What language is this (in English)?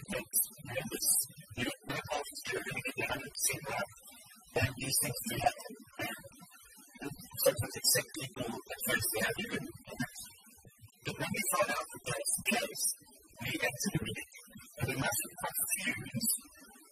English